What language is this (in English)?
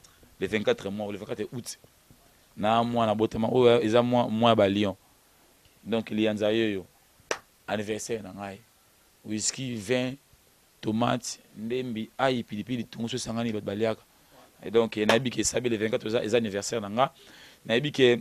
Lingala